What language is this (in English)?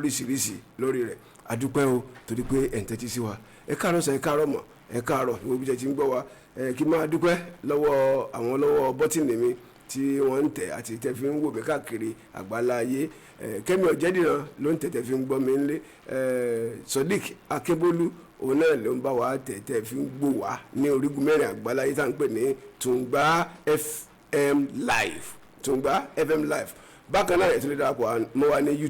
Yoruba